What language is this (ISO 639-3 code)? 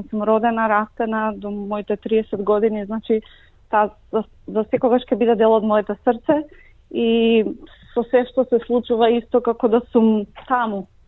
mkd